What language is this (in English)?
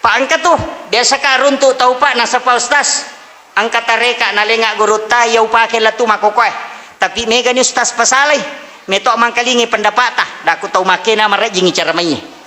Buginese